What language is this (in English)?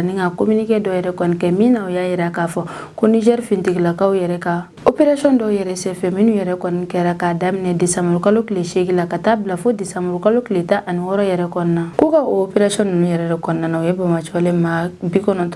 Bambara